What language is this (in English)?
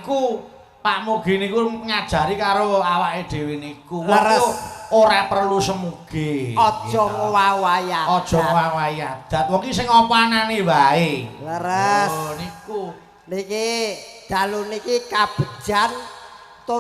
Javanese